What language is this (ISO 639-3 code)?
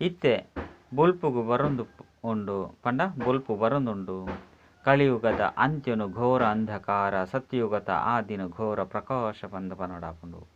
tcy